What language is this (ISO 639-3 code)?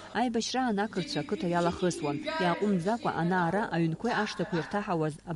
abk